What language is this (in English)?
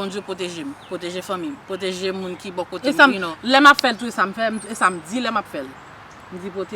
Haitian Creole